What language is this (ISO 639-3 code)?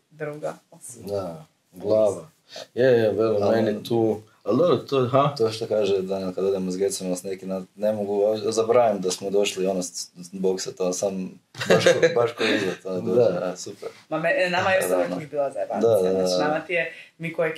hrv